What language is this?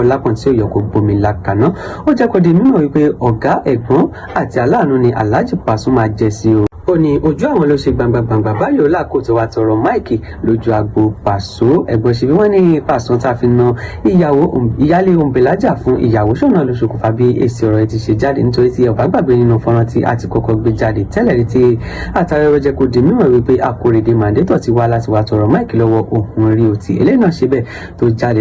Yoruba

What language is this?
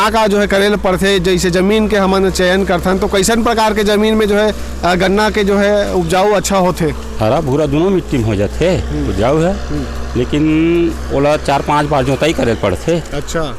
Chhattisgarhi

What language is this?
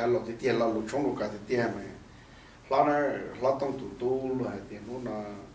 Hmong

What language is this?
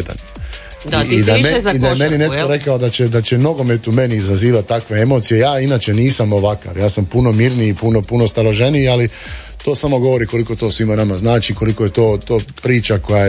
Croatian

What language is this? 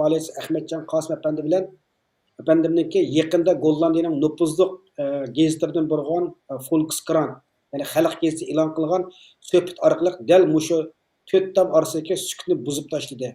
Uyghur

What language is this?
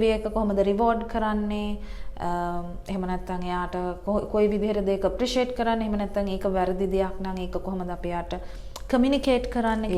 Sinhala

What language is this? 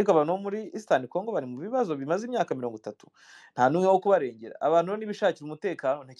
Kinyarwanda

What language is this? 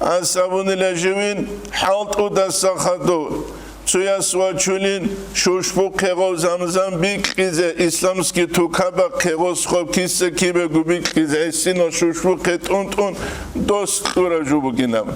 Avaric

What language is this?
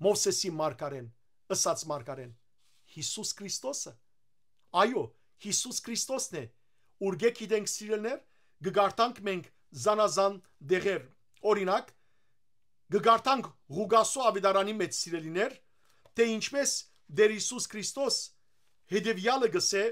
Western Armenian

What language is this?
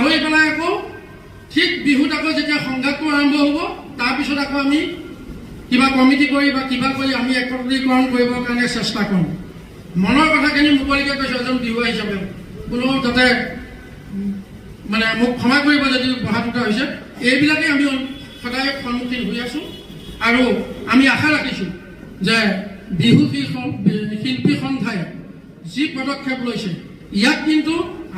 Assamese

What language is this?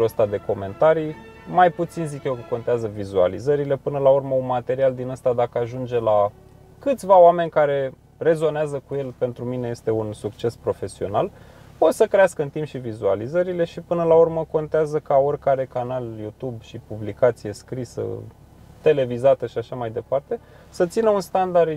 Romanian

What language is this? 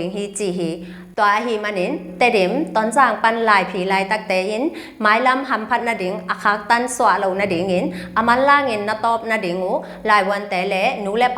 Tedim Chin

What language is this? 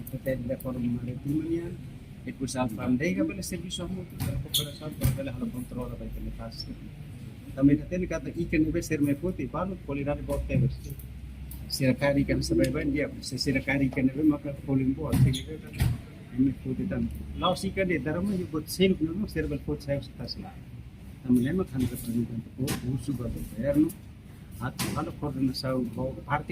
Tetum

